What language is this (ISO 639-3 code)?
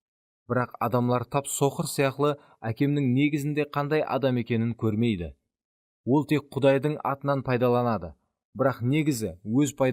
kaa